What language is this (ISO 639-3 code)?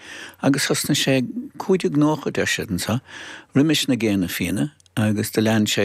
gle